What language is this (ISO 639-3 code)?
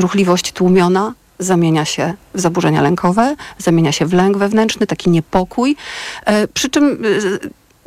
pol